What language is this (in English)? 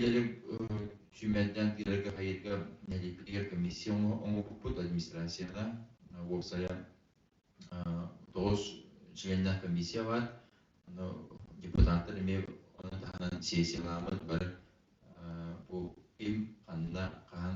Yakut